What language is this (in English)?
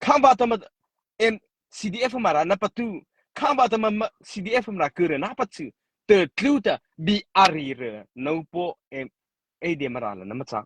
Mara Chin